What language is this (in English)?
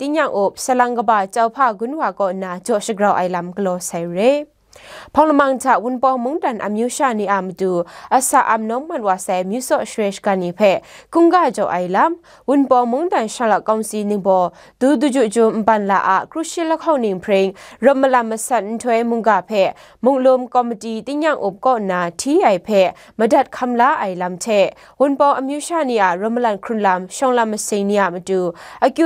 Kachin